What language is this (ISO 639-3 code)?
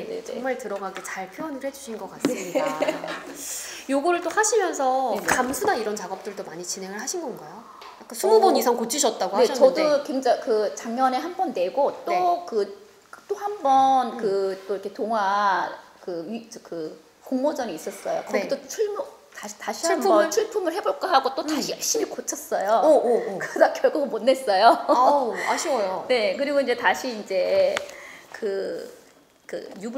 kor